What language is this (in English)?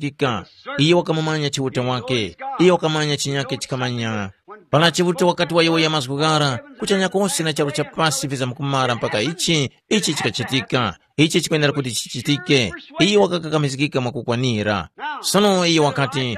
Tumbuka